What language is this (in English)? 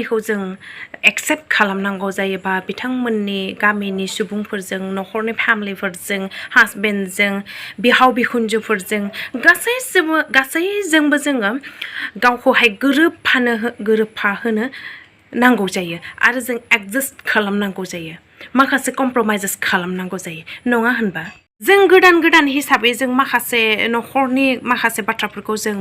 Bodo